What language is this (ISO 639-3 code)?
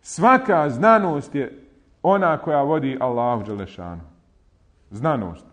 bos